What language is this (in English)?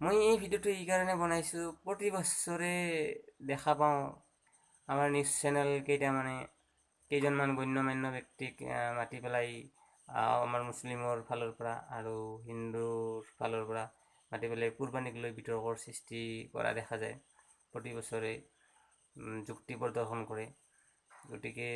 Assamese